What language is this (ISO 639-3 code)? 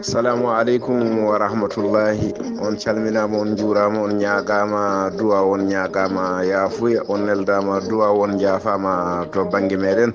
ful